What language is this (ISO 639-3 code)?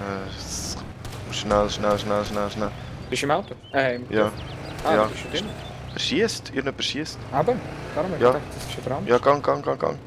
gsw